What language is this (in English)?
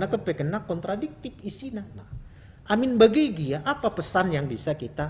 Batak Karo